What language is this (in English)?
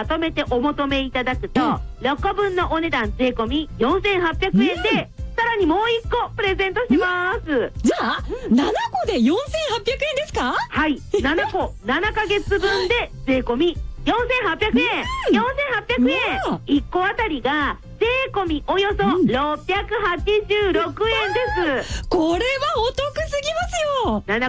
Japanese